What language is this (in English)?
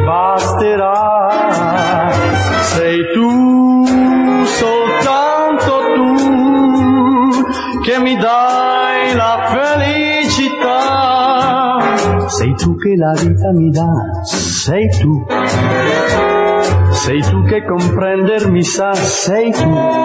Italian